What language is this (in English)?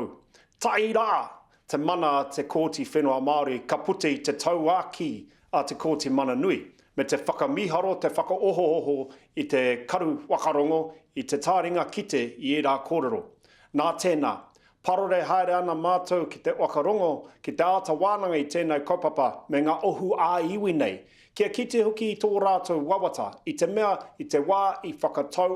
Māori